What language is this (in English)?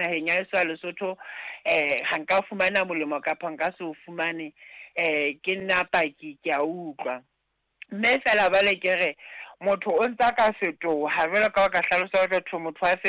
Southern Sotho